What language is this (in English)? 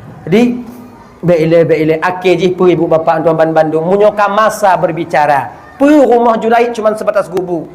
Achinese